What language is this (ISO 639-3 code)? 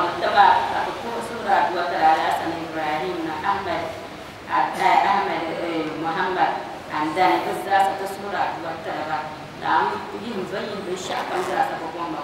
dag